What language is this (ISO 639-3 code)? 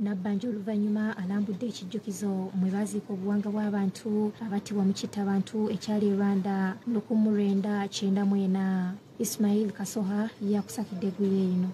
lug